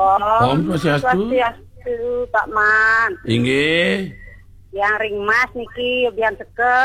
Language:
Balinese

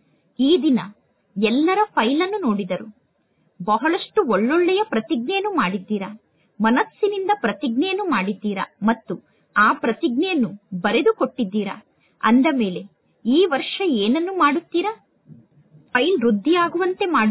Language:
Kannada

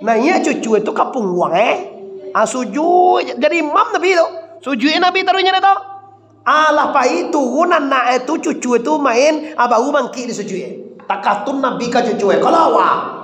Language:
Minangkabau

